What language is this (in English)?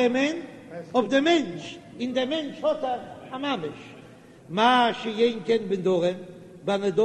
Yiddish